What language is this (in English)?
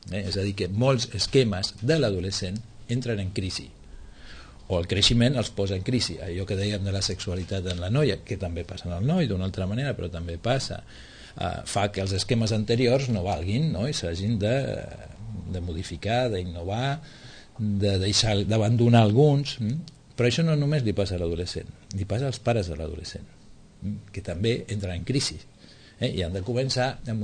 Catalan